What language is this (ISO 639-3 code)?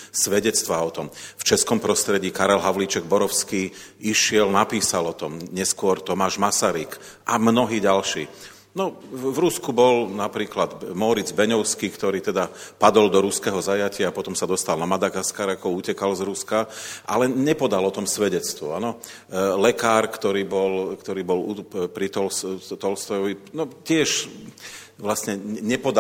slk